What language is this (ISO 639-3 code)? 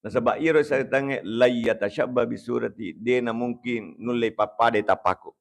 bug